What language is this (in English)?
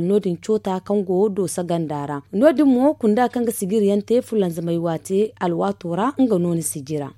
Zarma